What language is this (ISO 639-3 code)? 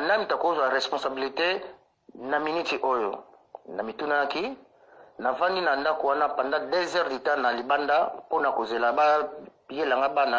lin